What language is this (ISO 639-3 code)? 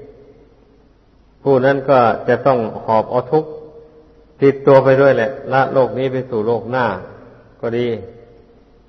tha